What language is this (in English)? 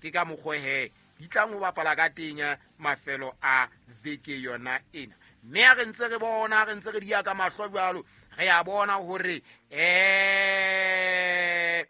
Southern Sotho